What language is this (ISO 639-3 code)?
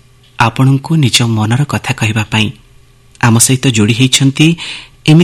ori